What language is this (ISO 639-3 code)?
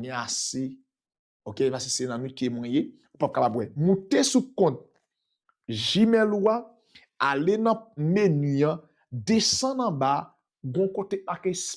hat